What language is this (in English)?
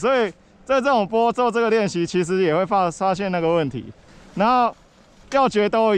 Chinese